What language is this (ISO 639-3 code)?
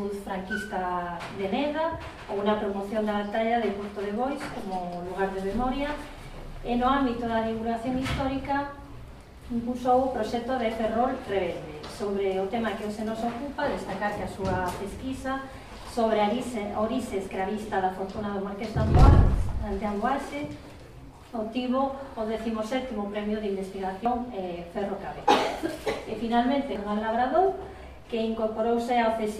glg